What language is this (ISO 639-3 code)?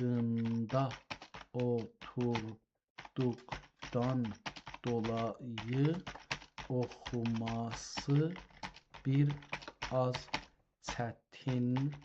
azb